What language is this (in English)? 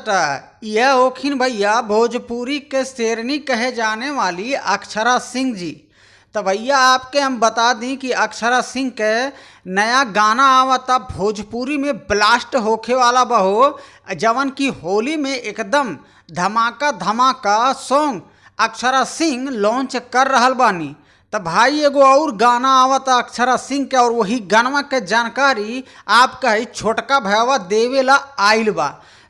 Bhojpuri